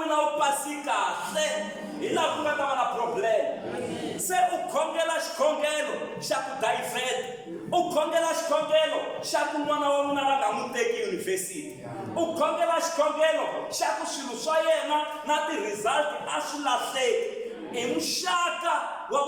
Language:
Tsonga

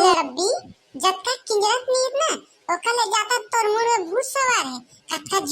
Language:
Chhattisgarhi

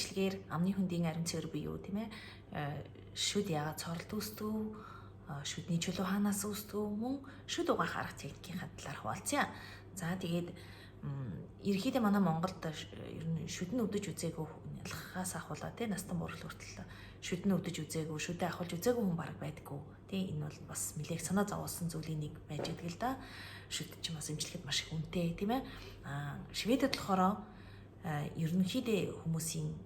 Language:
Mongolian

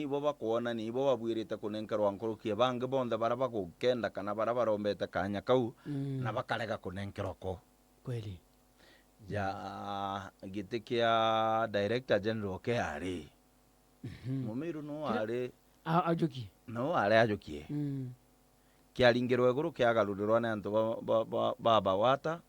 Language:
Meru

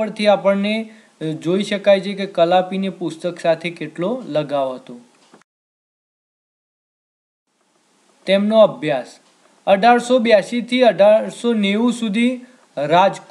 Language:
Gujarati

